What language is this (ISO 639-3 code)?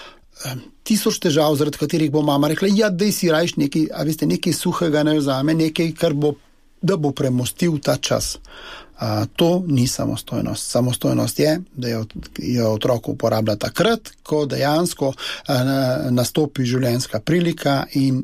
slv